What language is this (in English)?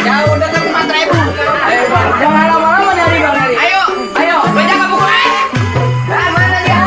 Betawi